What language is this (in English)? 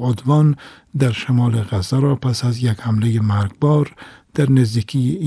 Persian